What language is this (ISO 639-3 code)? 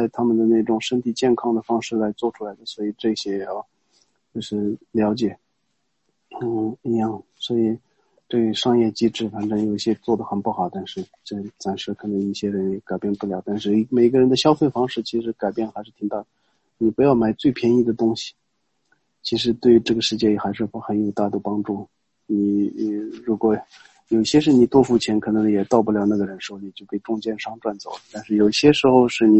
zho